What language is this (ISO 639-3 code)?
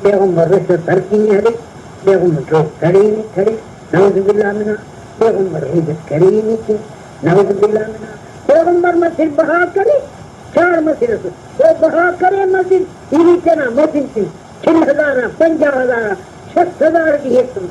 brh